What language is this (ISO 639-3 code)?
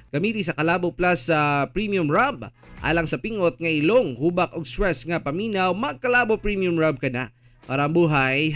ceb